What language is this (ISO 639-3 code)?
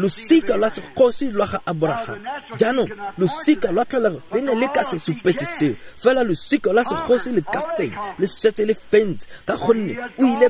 tsn